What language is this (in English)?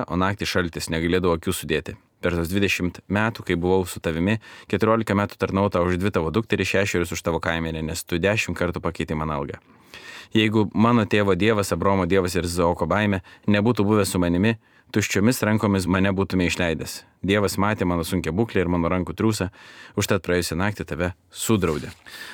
Lithuanian